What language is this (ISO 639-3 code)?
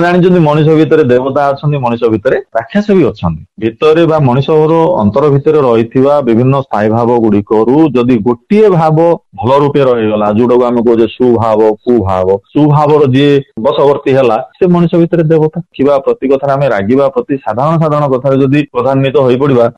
ori